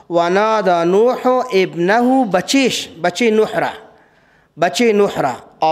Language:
Persian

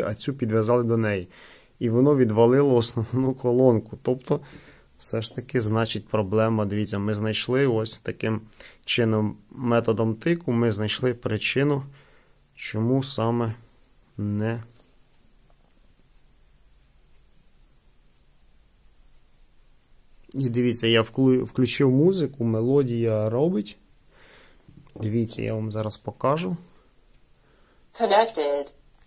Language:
Ukrainian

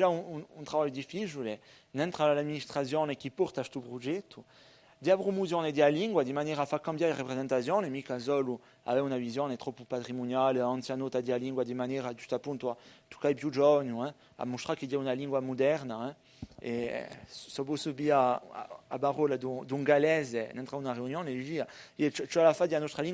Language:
Corsican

